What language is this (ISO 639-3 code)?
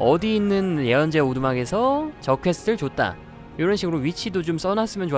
kor